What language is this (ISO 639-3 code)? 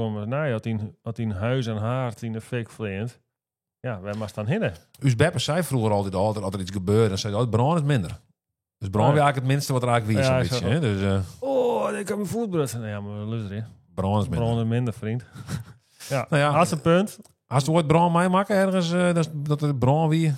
fry